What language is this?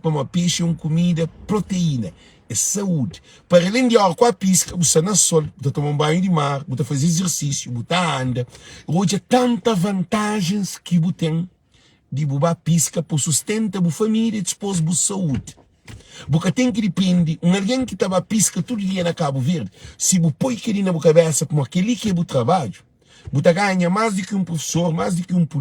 Kabuverdianu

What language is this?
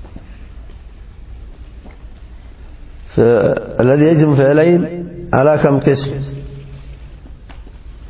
Arabic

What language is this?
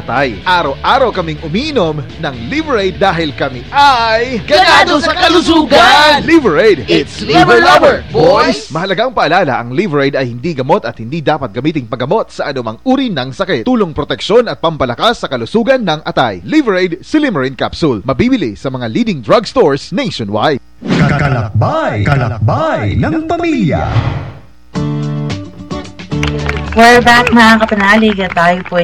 Filipino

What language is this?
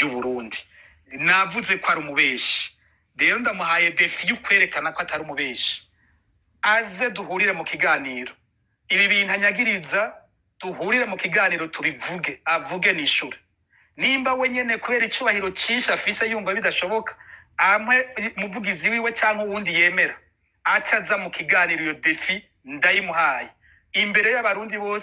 Rundi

